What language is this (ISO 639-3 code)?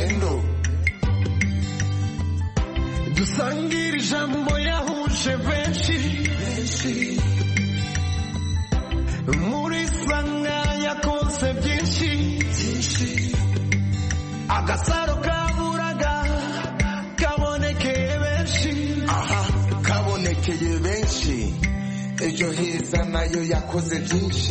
kin